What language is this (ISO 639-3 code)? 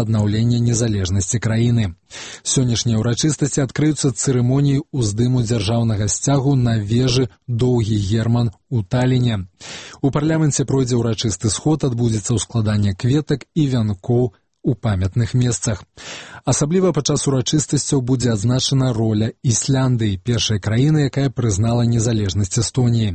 bel